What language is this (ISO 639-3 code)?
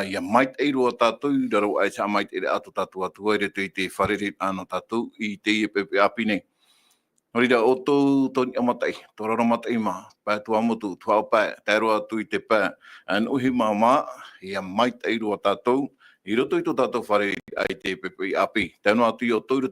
tah